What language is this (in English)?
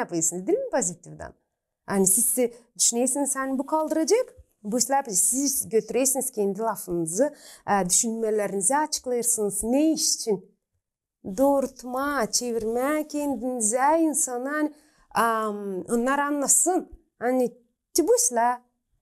Gagauz